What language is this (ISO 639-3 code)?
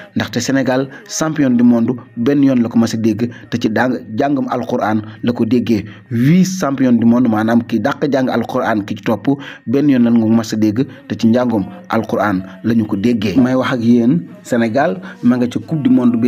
wol